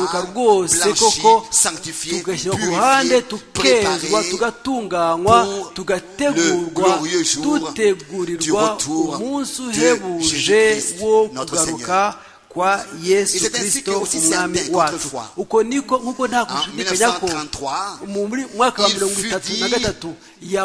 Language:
Kinyarwanda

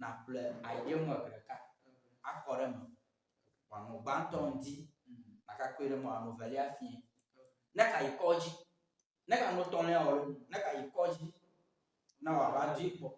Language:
Ewe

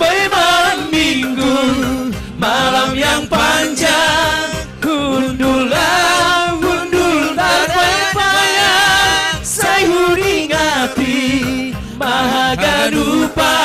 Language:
Batak Simalungun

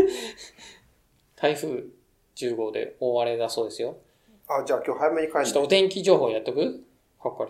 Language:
Japanese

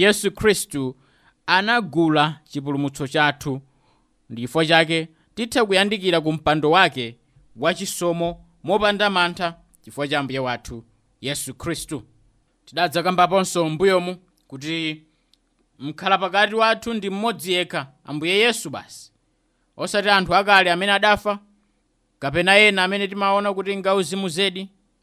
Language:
Nyanja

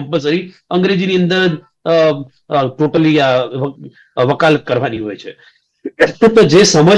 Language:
Gujarati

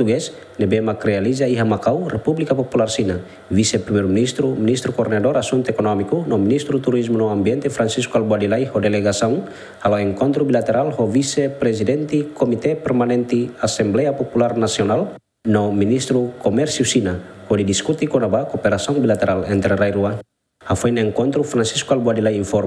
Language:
Tetum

